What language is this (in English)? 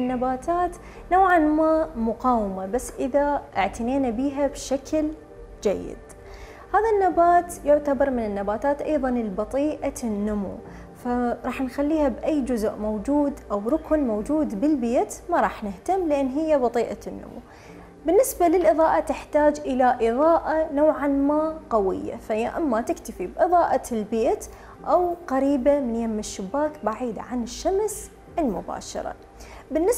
Mesopotamian Arabic